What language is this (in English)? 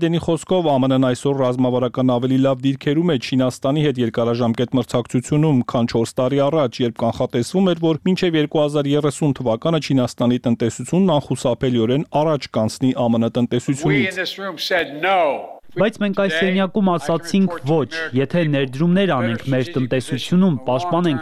Armenian